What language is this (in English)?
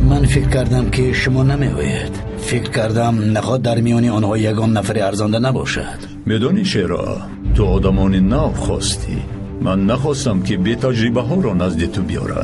Tajik